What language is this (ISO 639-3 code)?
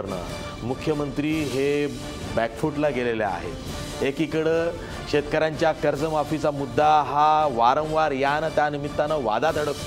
mar